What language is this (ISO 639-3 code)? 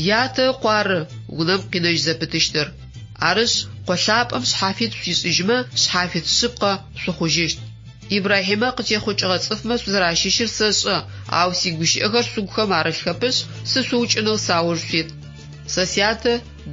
ady